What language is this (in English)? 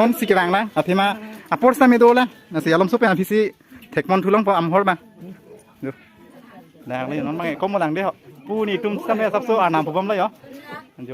Karbi